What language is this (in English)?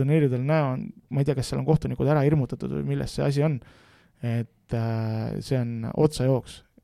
Estonian